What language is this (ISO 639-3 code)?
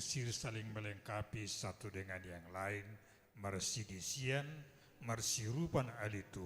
bts